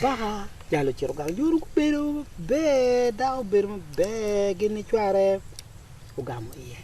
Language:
Acoli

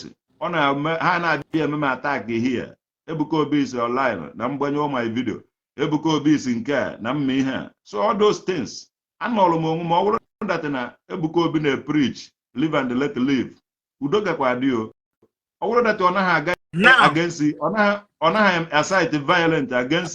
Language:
Igbo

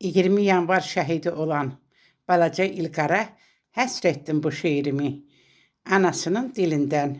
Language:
Azerbaijani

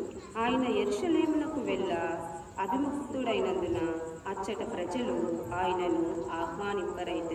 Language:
Telugu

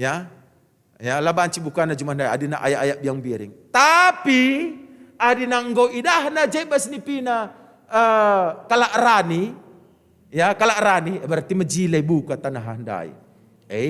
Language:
Batak Karo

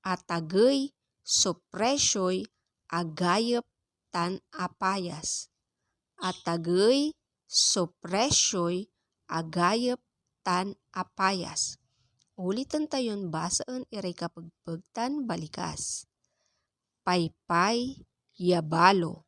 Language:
Pangasinan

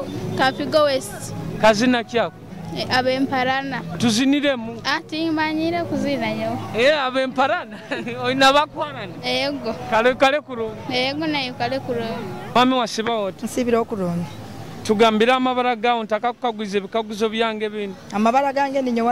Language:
Nyoro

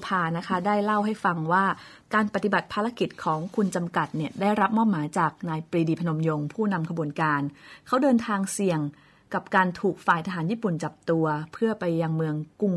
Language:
Thai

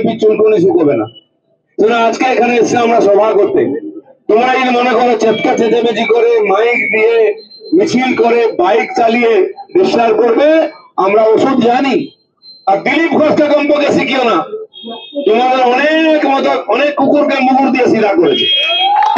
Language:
Bangla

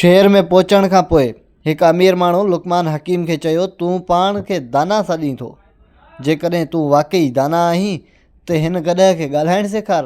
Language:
Sindhi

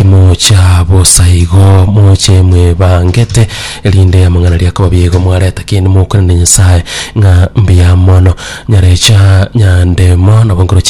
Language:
Gusii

